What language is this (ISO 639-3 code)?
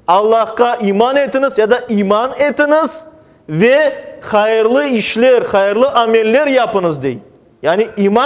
crh